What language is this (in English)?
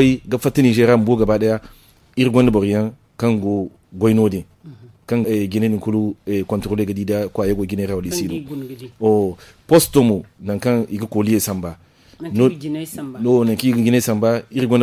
Zarma